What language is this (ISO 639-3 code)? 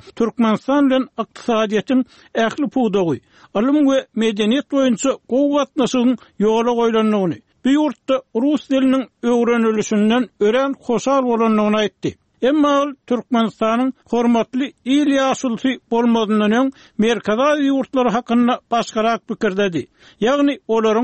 tuk